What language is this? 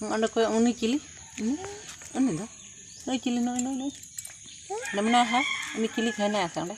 Santali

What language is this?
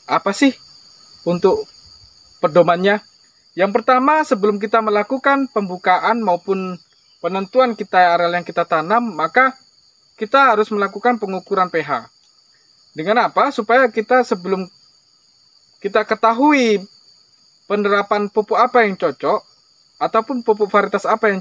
Indonesian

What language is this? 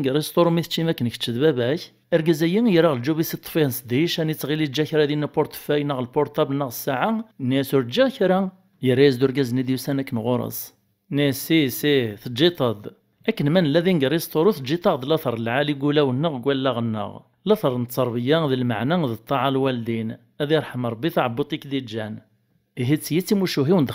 Kabyle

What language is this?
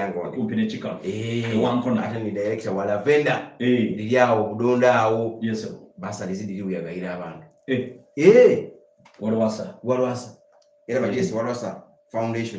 Soga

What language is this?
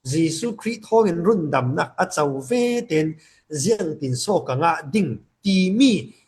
Falam Chin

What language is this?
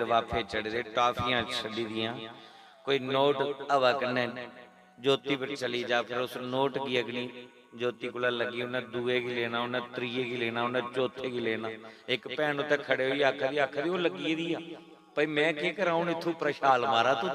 Dogri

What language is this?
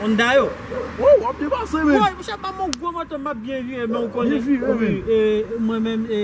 Haitian Creole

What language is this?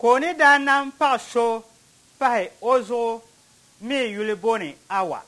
Dagbani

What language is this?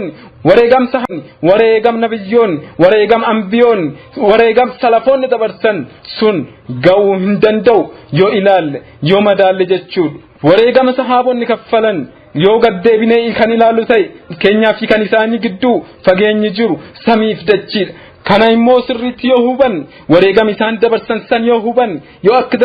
Oromo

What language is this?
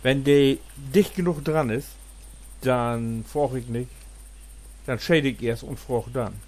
Low German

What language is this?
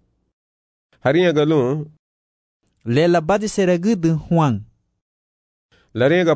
Garifuna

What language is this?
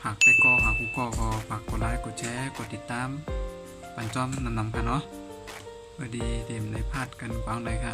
Shan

